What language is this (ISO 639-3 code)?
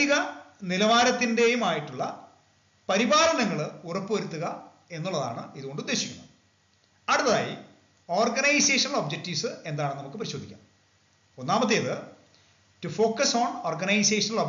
mal